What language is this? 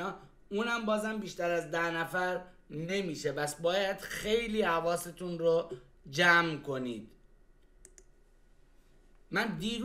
Persian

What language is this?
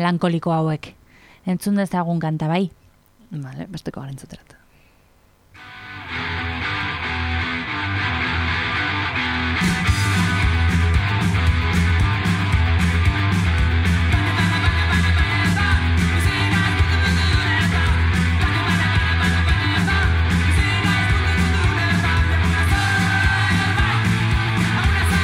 Basque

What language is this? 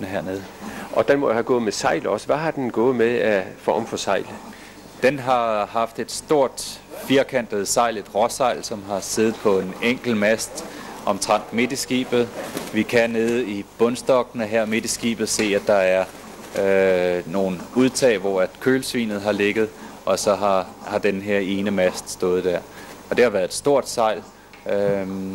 Danish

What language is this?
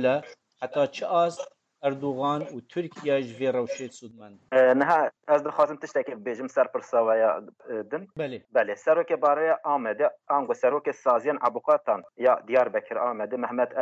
Kurdish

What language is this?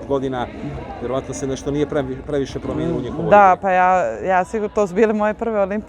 Bosnian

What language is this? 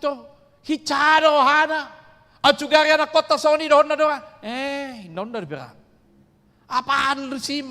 Batak Toba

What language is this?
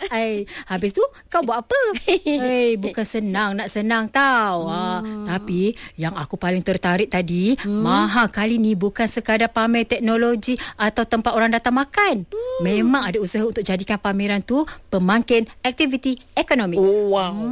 Malay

